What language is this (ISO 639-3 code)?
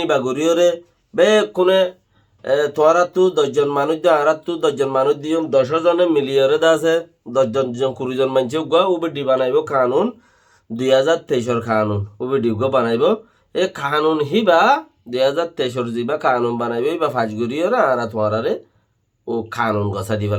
rhg